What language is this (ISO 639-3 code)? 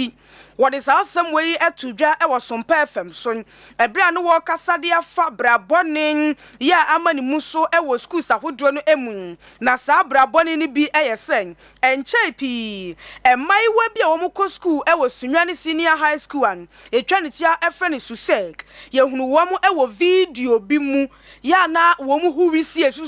aka